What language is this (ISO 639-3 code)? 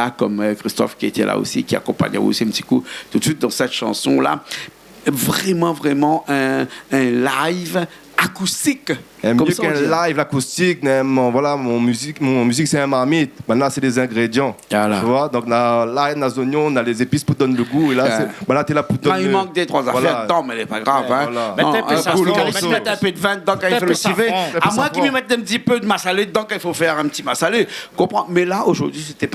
rcf